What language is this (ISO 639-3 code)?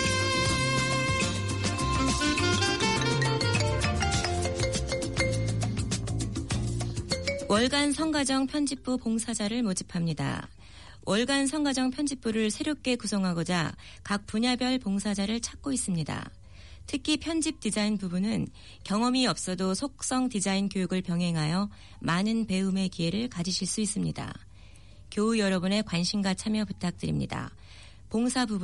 kor